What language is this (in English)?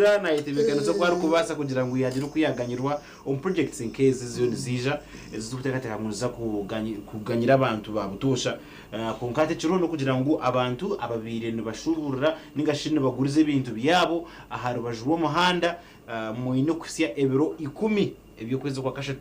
Nyankole